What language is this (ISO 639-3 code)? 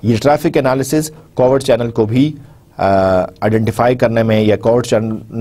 urd